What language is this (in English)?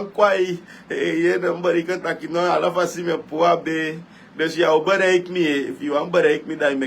Sranan Tongo